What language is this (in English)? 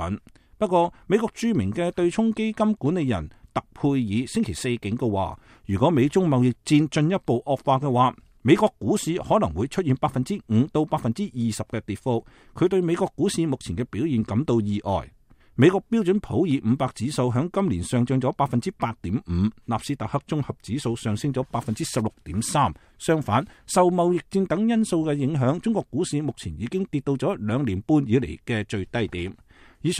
Cantonese